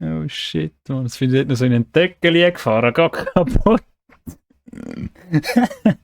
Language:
Swiss German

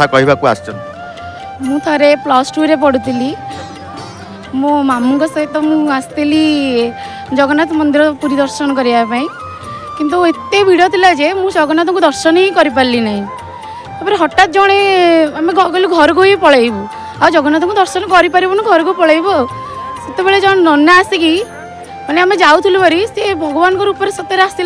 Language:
Odia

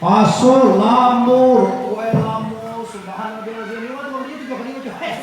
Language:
Minangkabau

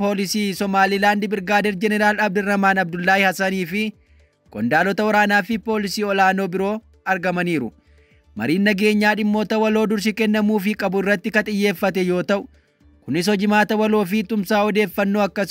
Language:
Oromo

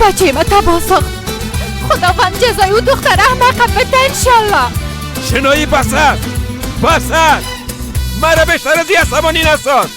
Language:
Persian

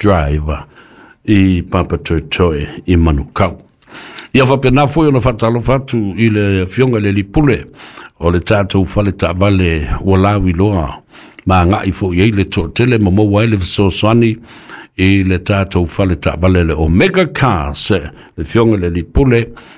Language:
Samoan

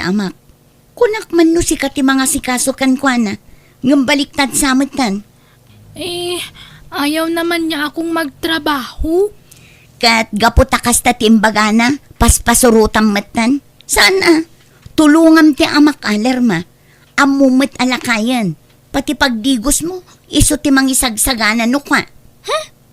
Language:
Iloko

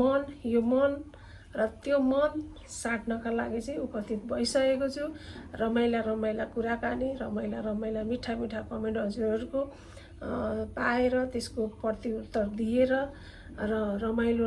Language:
Nepali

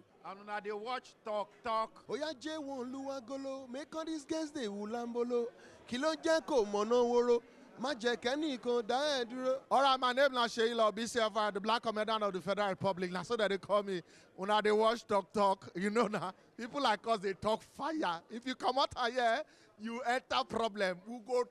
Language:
Nigerian Pidgin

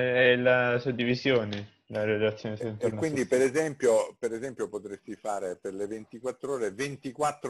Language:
Italian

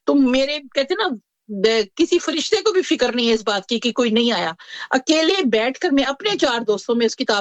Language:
Urdu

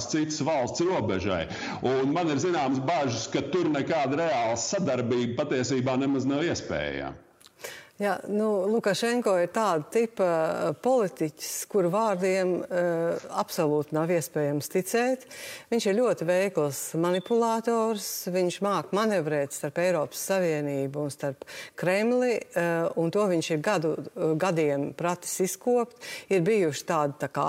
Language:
Latvian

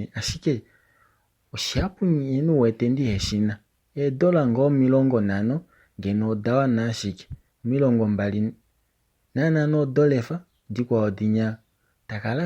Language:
Kuanyama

